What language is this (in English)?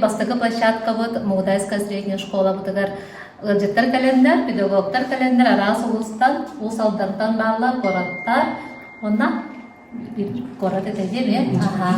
Yakut